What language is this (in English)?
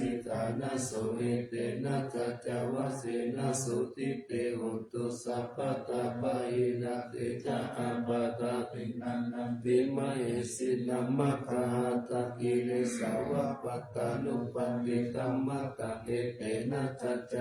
Pali